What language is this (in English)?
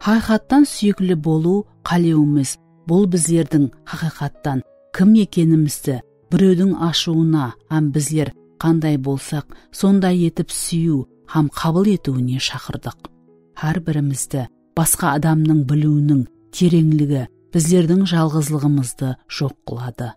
Kara-Kalpak